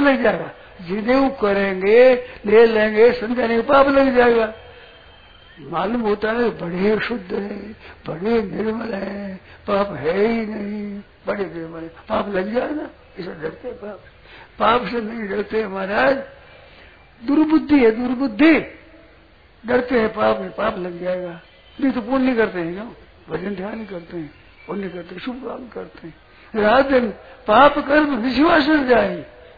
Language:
Hindi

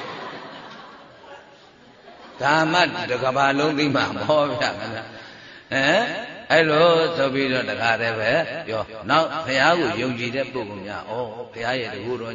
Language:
Burmese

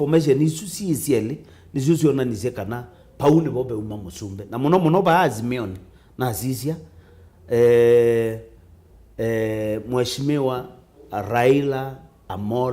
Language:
Kamba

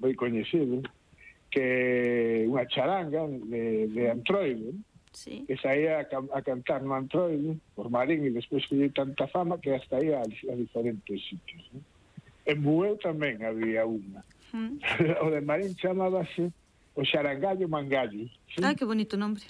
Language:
Galician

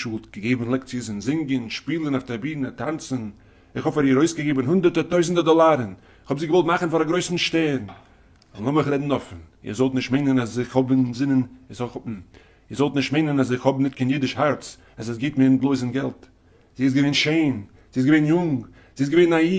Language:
Yiddish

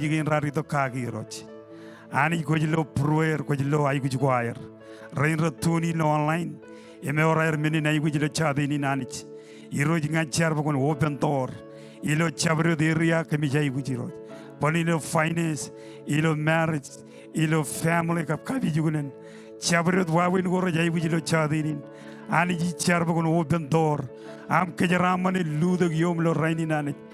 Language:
Marshallese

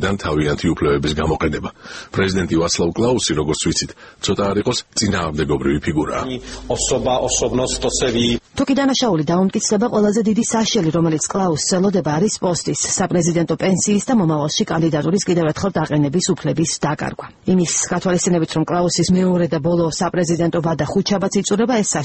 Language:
Georgian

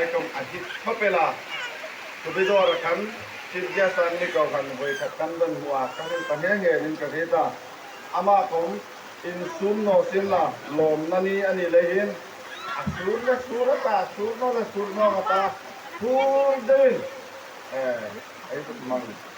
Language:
Hmar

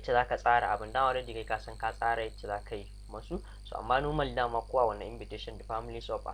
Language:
Hausa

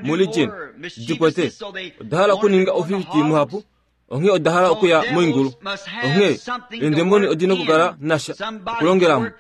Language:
Kuanyama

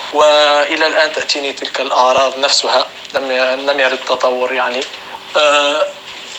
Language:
North Levantine Arabic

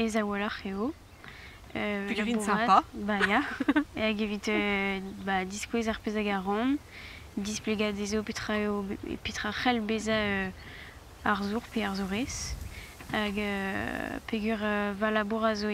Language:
Breton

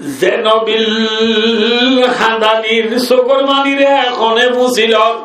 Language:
Rohingya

